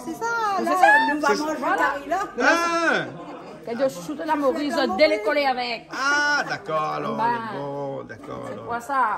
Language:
Réunion Creole French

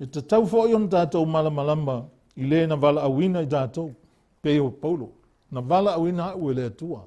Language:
Samoan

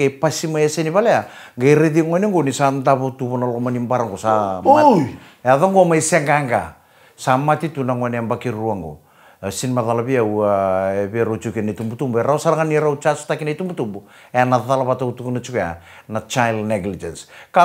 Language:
Fijian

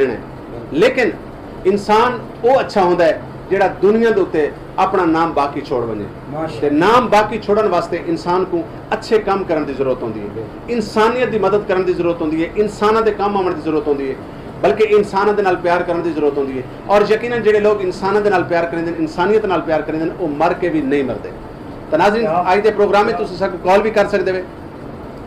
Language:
Saraiki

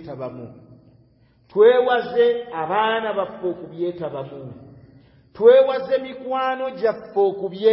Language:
Ganda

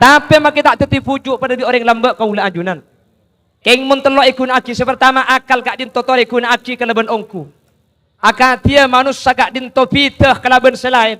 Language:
Madurese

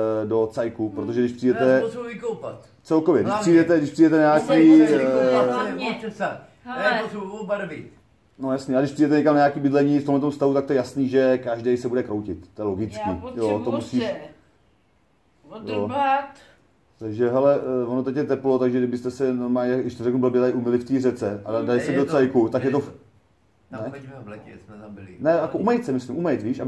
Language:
Czech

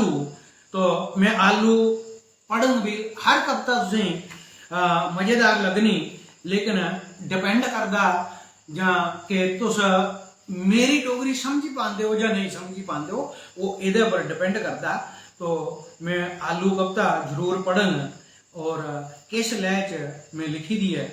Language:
Dogri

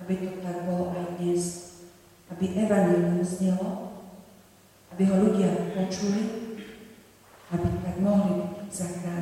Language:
Slovak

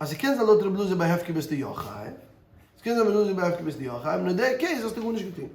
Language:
Yiddish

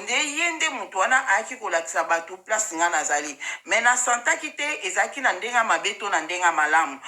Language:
Lingala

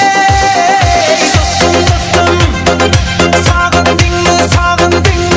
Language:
Kara-Kalpak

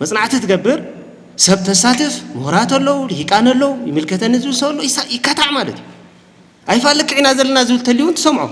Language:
Tigrinya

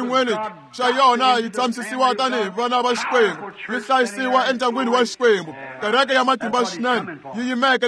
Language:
Tsonga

